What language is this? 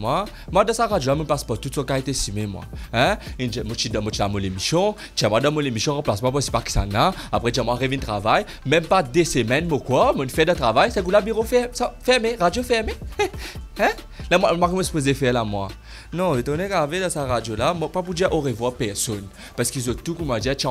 Morisyen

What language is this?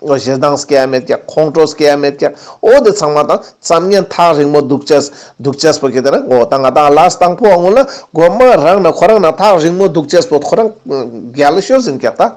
Ladakhi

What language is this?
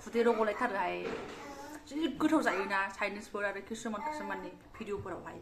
Bodo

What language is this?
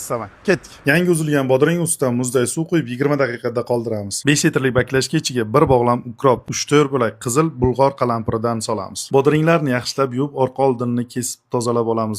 Uzbek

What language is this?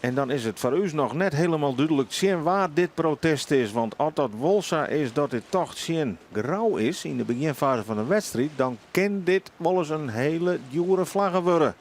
Western Frisian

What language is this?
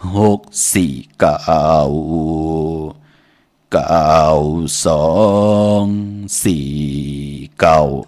Shan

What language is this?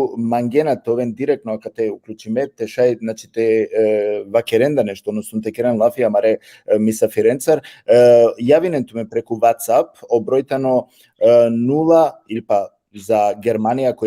Balkan Romani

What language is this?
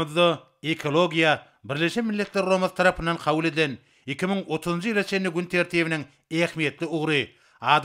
Turkmen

